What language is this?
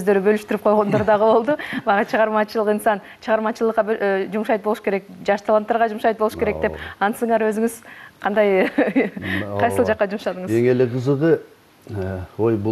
Kyrgyz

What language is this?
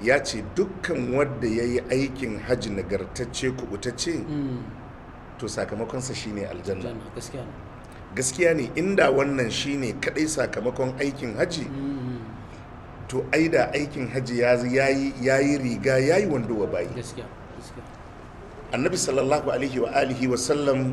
Hausa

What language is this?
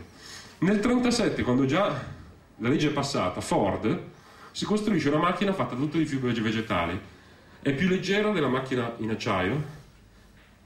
Italian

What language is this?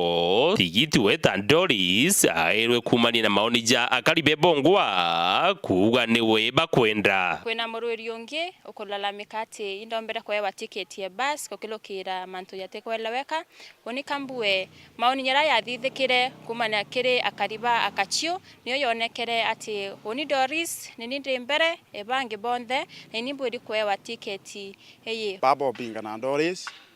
Meru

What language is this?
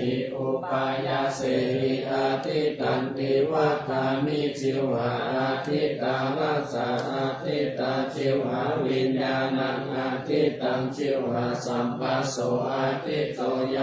Pali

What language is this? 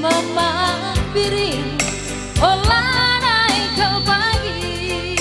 Batak Karo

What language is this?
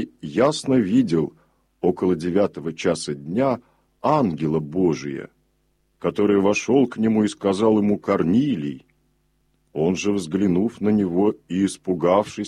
Russian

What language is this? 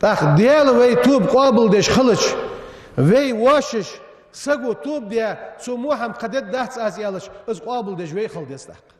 Ingush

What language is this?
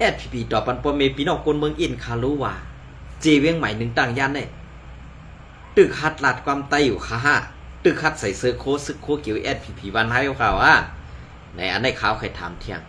Shan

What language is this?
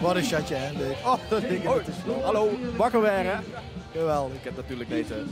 Limburgish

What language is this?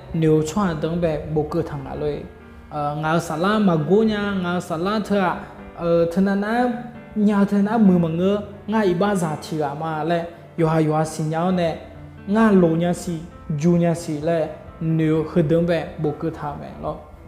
Akha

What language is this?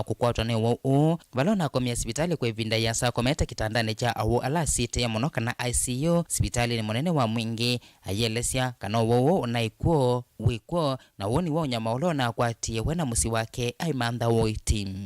Kamba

